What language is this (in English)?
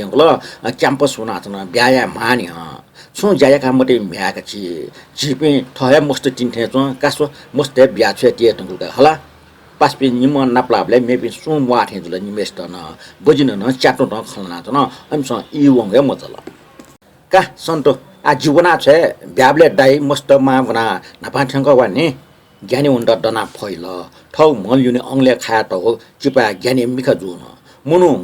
Newari